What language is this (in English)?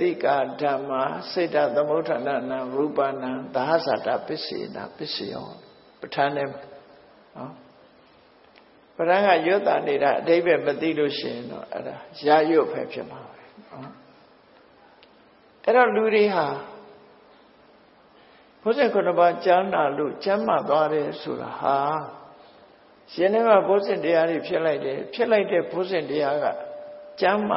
Burmese